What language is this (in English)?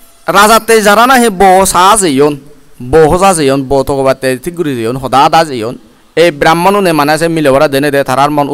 Chakma